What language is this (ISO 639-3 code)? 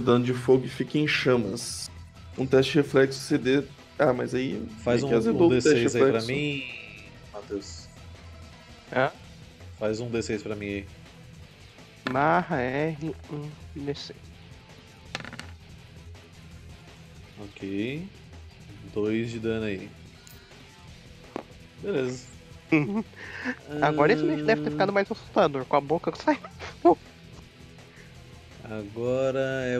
por